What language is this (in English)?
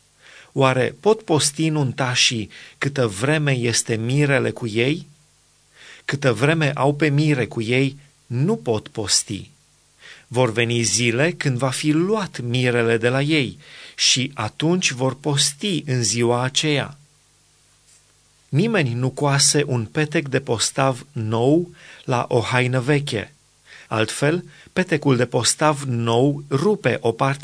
Romanian